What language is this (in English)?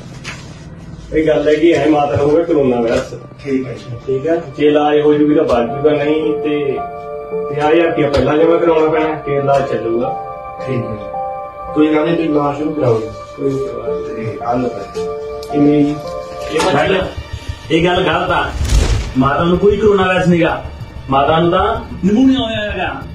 Punjabi